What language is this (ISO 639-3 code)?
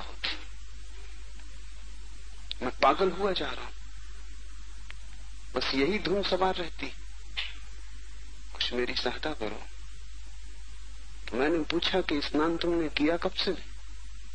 hin